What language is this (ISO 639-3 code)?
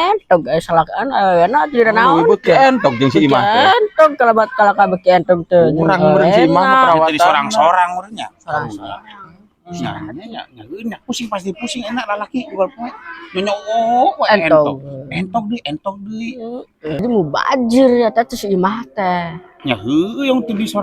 sun